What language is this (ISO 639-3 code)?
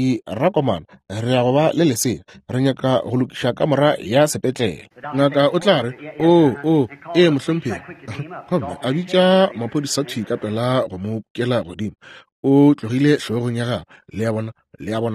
nso